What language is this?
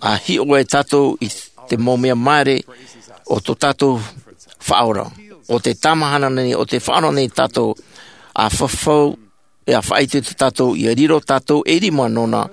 Tahitian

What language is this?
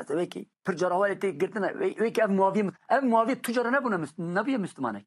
Kurdish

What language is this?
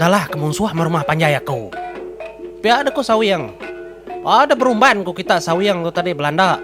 Iban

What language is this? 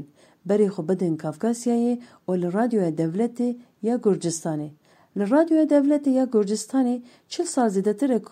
Kurdish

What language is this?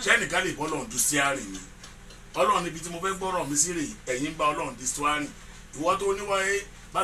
Yoruba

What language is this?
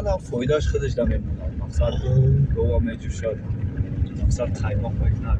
Tajik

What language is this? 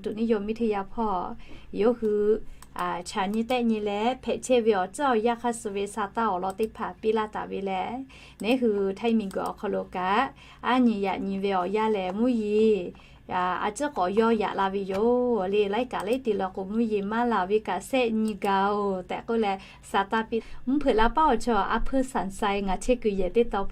Lahu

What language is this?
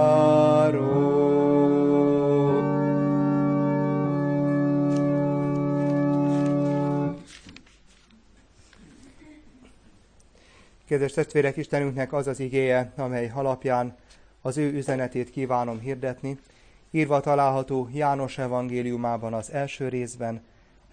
Hungarian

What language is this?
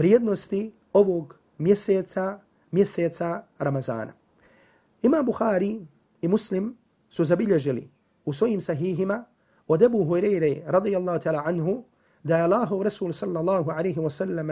Bosnian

